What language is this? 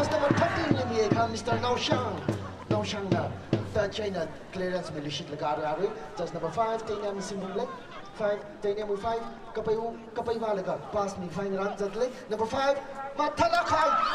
Tangkhul Naga (India)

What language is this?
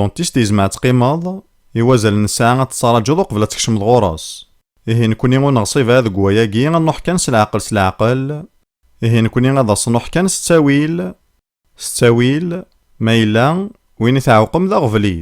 Kabyle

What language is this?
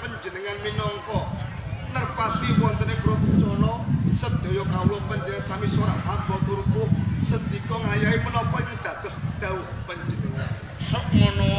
Javanese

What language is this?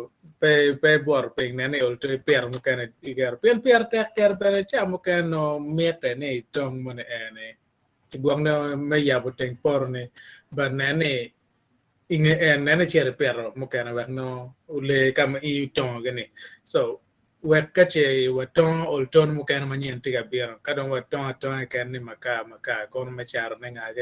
Acoli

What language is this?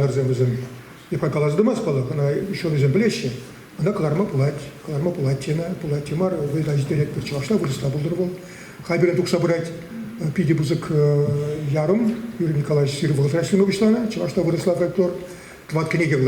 Chuvash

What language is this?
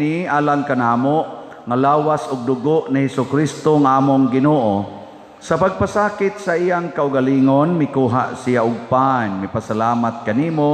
Cebuano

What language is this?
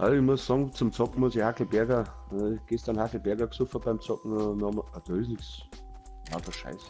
Bavarian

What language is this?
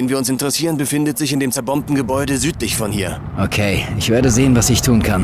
Bavarian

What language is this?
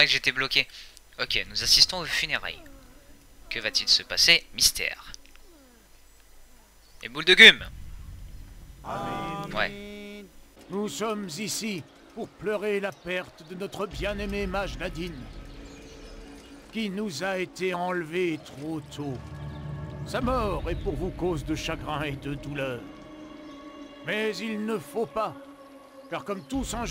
French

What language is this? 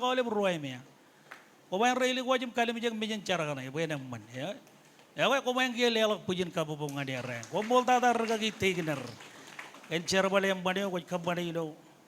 Marshallese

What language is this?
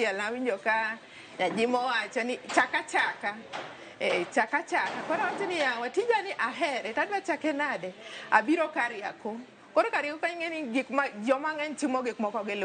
Luo (Kenya and Tanzania)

